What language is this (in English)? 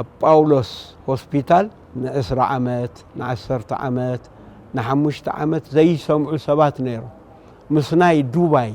Tigrinya